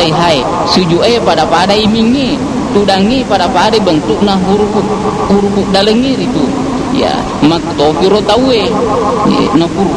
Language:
Buginese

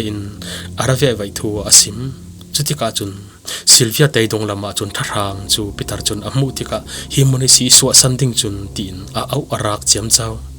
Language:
Falam Chin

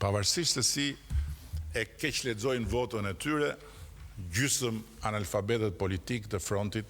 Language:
Albanian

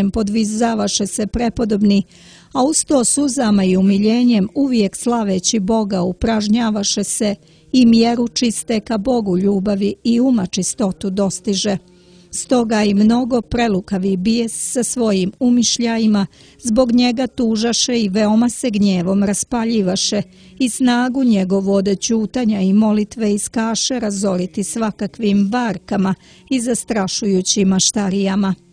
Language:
Croatian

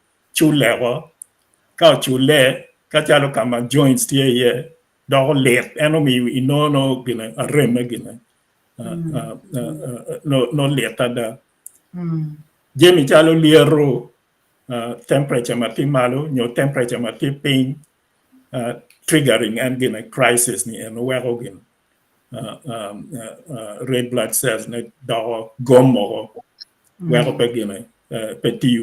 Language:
Acoli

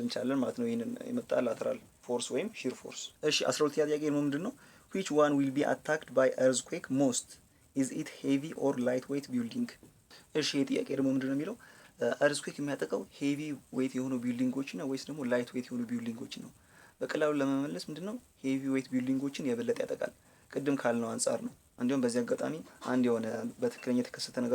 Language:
Amharic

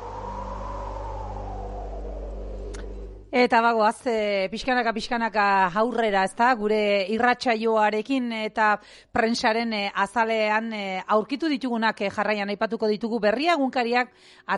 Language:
Basque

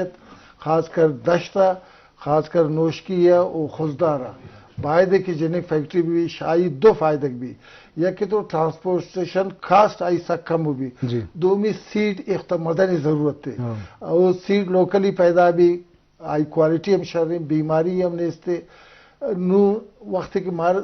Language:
Eastern Balochi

